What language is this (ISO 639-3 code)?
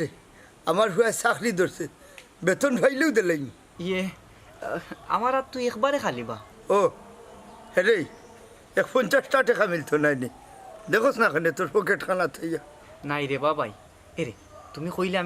syl